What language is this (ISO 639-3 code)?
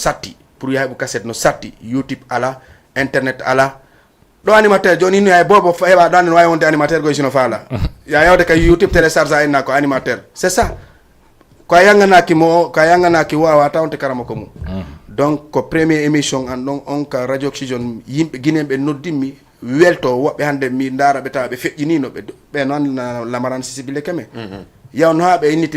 ful